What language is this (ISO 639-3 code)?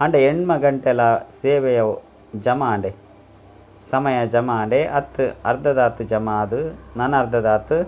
tcy